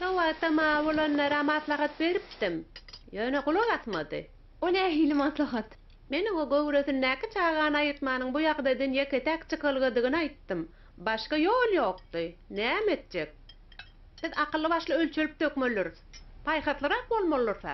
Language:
Turkmen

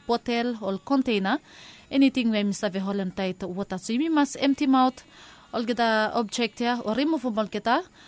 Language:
Bislama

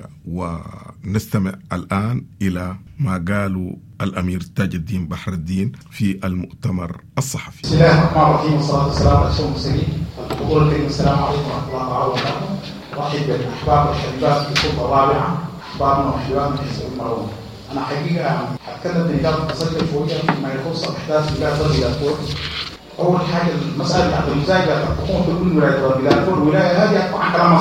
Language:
Sudanese Arabic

